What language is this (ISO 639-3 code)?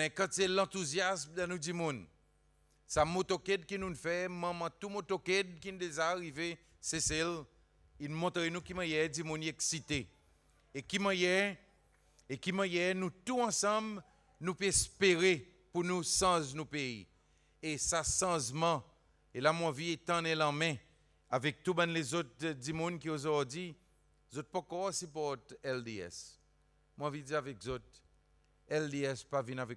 crs